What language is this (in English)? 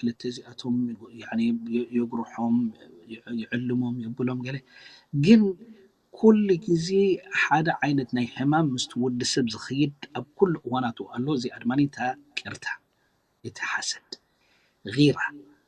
Tigrinya